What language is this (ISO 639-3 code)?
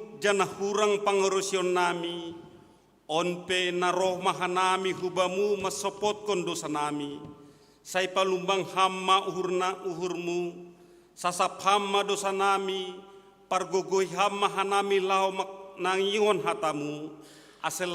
bts